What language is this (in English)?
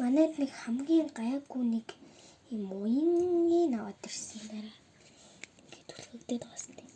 Mongolian